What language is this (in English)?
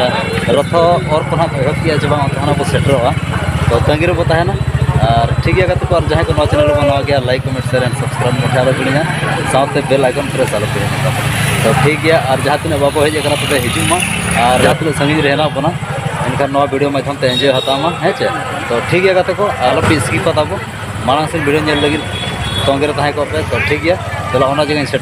Santali